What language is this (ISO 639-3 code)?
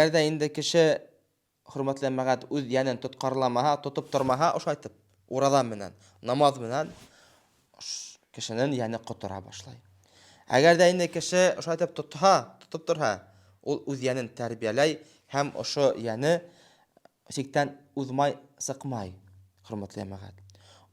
bak